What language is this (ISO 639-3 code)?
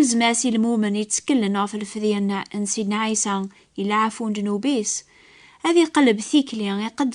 kab